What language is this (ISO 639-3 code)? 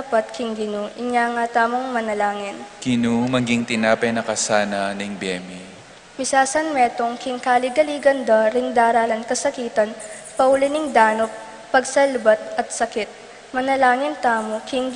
pam